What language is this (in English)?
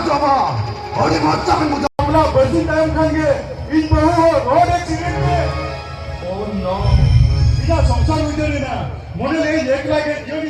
Santali